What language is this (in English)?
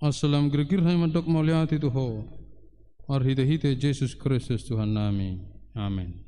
Batak Toba